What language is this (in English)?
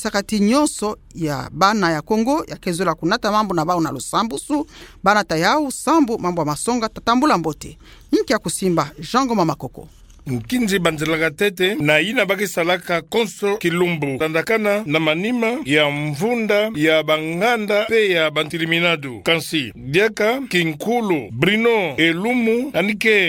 Kituba (Democratic Republic of Congo)